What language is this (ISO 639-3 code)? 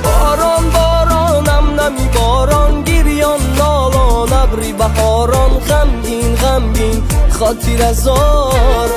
tgk